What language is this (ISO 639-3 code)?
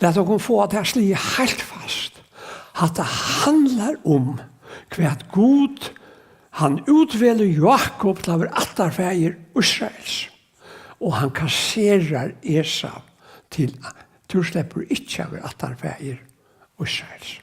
fao